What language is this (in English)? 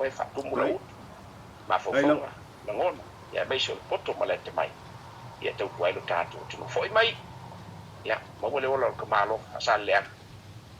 Samoan